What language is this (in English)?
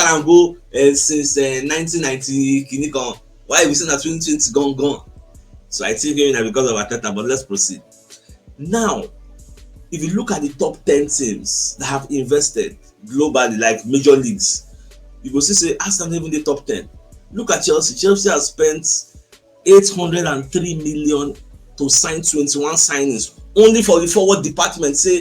Nigerian Pidgin